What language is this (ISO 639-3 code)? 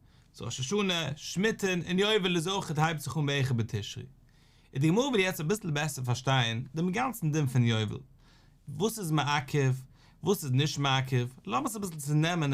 yid